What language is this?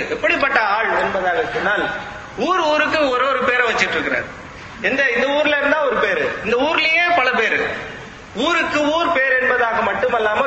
Tamil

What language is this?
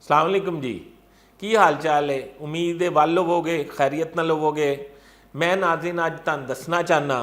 Western Panjabi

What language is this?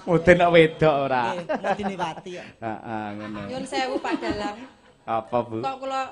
Javanese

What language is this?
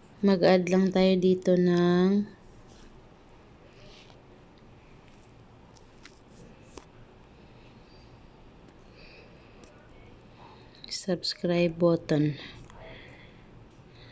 Filipino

